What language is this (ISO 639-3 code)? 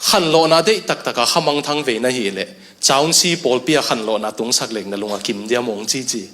ctd